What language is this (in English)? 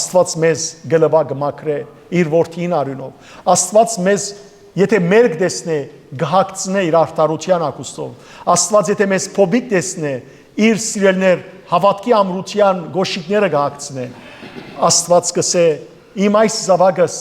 Western Armenian